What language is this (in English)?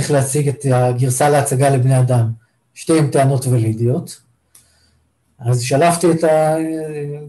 Hebrew